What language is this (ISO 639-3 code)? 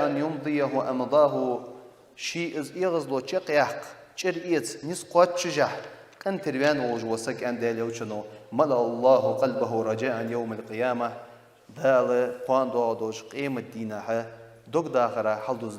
inh